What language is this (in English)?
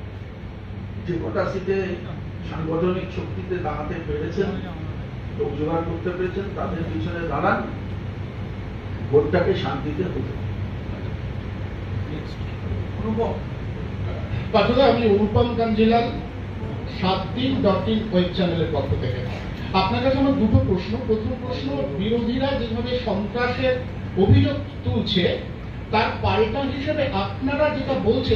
Bangla